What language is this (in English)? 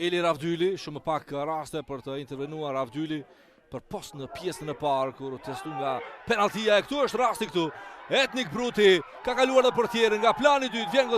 Albanian